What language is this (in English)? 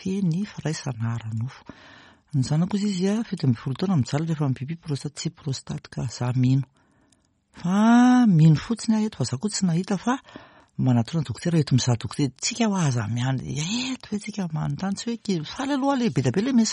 Malagasy